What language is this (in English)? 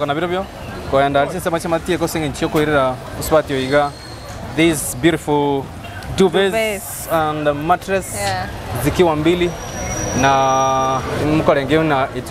Gusii